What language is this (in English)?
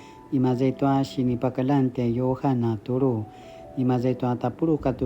Paiwan